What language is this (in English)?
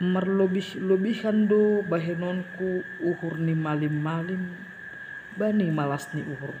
Batak Simalungun